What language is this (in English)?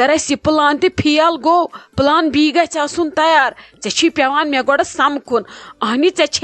Kashmiri